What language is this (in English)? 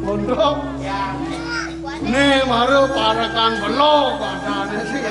Balinese